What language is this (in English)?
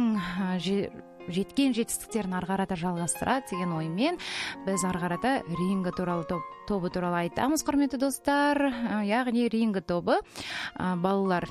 Kazakh